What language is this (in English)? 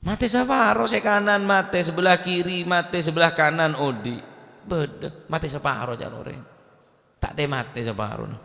Madurese